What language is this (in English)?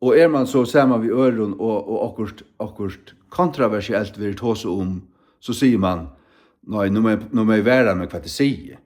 Faroese